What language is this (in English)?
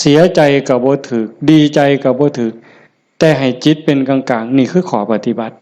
Northeastern Thai